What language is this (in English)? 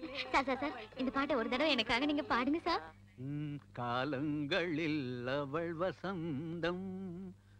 Tamil